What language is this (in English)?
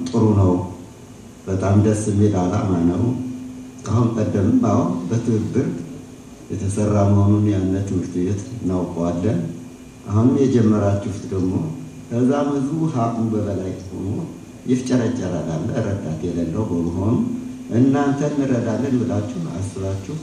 Amharic